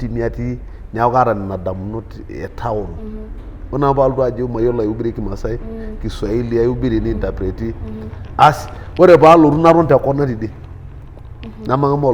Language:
Masai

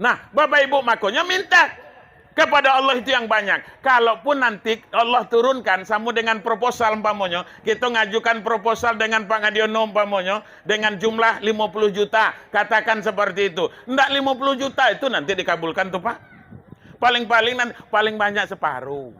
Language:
Minangkabau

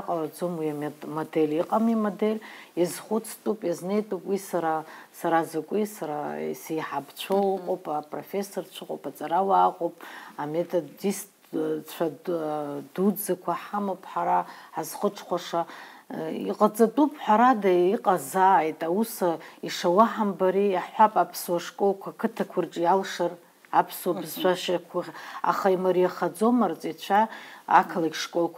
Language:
Abkhazian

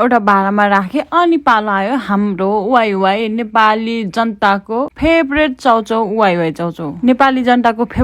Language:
Nepali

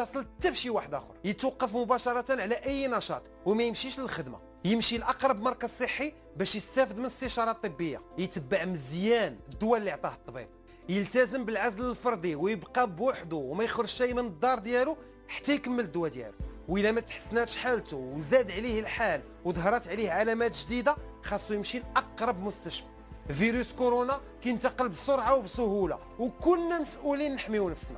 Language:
Moroccan Arabic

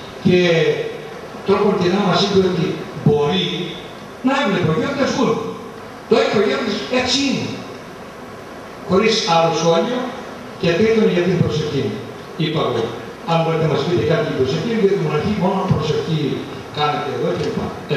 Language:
Greek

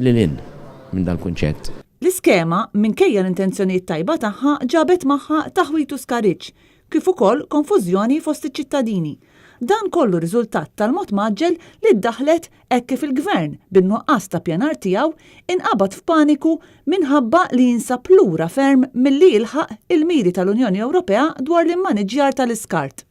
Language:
Maltese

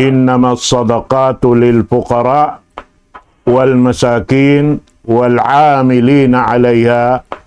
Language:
Tausug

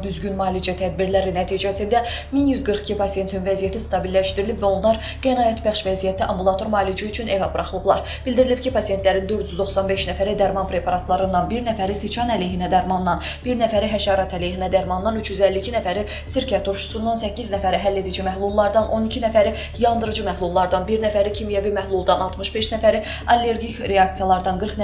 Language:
Azerbaijani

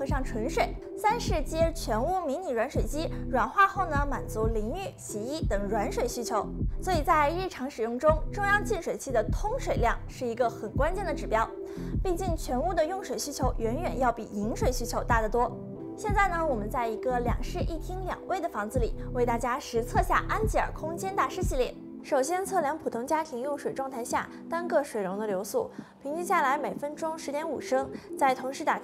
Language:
Chinese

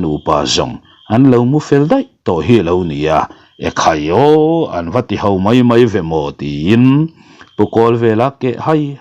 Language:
Mizo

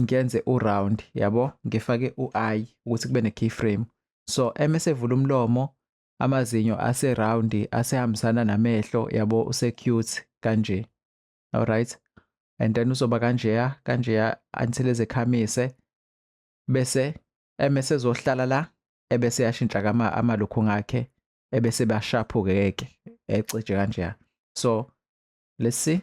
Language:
Zulu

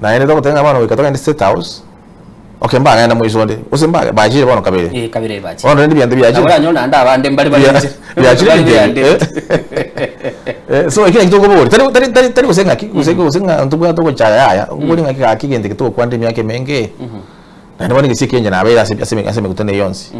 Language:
Gusii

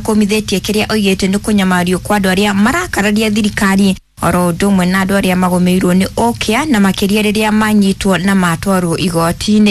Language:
Kikuyu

